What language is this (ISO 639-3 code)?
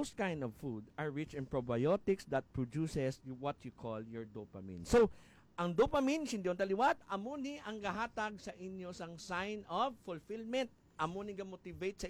hil